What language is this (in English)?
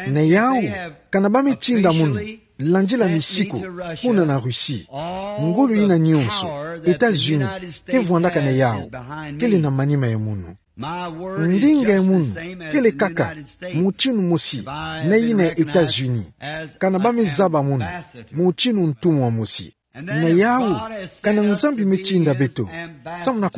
Kituba (Democratic Republic of Congo)